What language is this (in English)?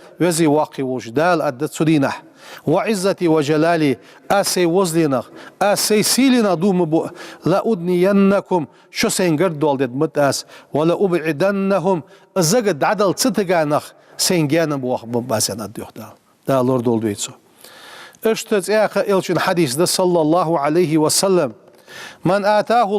Ingush